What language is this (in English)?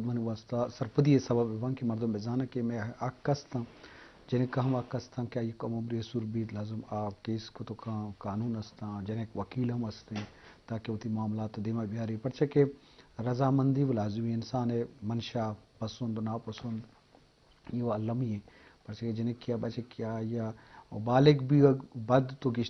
Eastern Balochi